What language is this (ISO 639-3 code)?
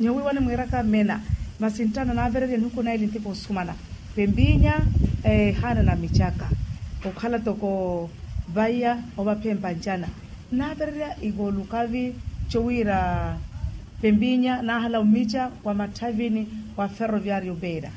vmw